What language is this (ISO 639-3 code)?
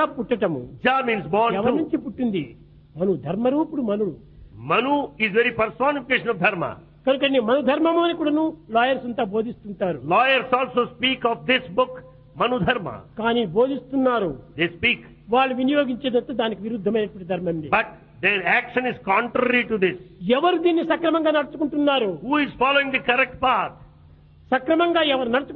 tel